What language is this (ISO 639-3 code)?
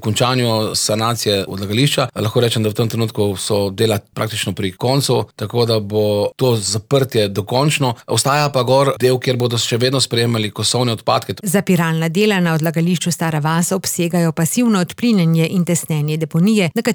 slv